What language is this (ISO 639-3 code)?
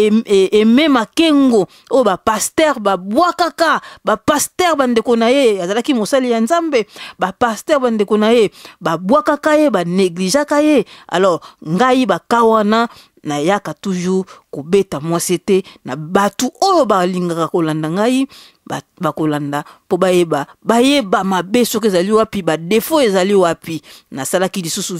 lin